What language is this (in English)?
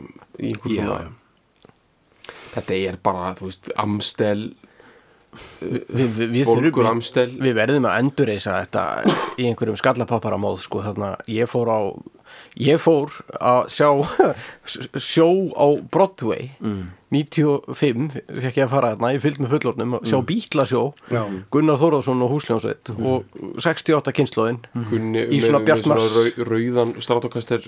Icelandic